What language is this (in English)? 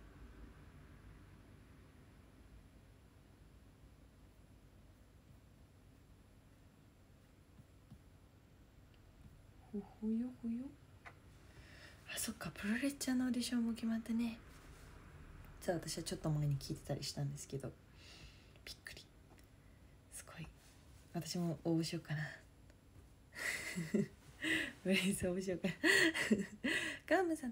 Japanese